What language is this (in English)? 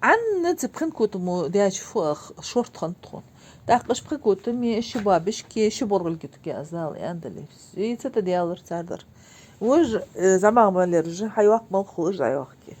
Ingush